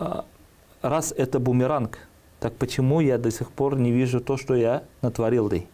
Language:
Tatar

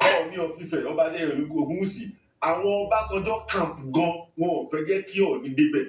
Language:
Yoruba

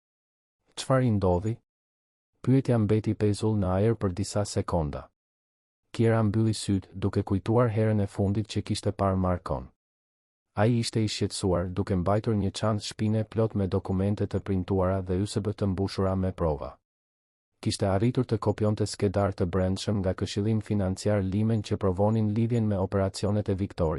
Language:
Albanian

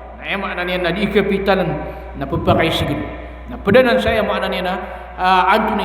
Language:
Maranao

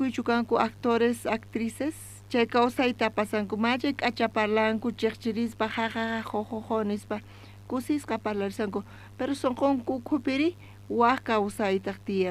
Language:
South Bolivian Quechua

